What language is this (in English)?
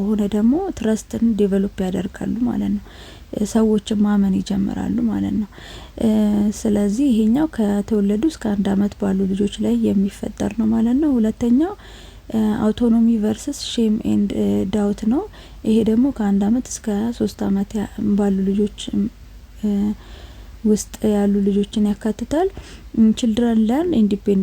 Amharic